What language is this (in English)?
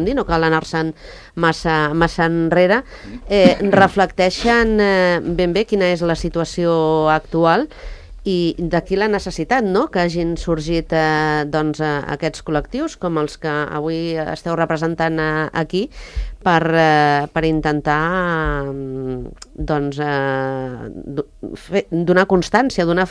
Catalan